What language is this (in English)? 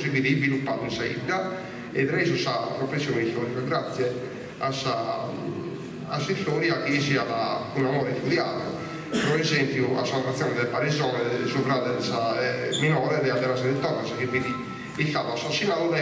Sardinian